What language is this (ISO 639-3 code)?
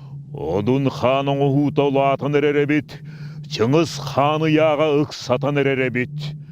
sah